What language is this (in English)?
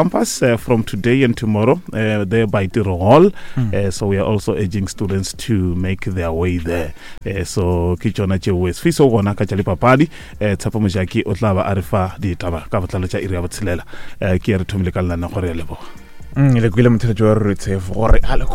Northern Sotho